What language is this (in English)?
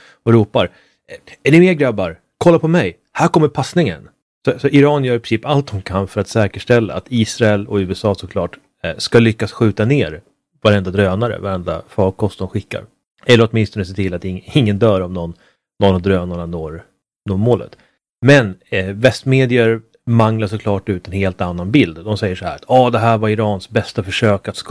Swedish